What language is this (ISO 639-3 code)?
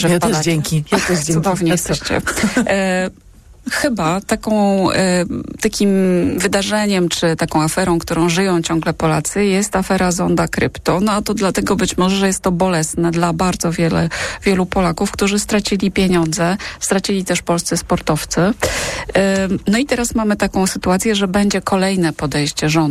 pol